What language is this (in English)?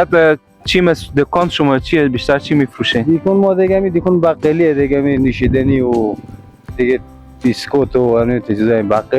Persian